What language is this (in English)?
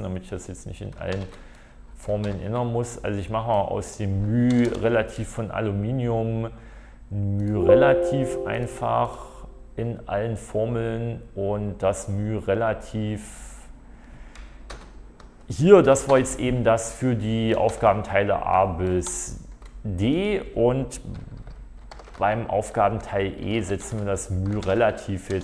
German